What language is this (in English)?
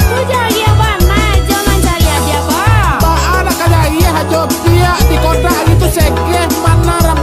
Minangkabau